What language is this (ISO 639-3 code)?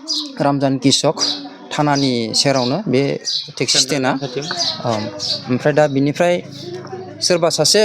brx